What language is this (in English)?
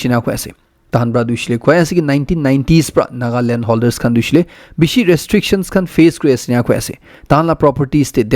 Naga Pidgin